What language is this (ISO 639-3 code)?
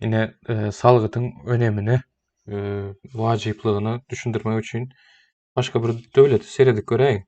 tuk